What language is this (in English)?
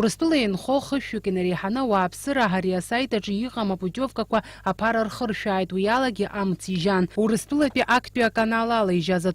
Abkhazian